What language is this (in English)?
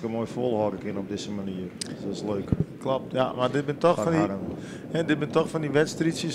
Western Frisian